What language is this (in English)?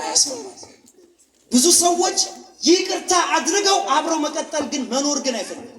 Amharic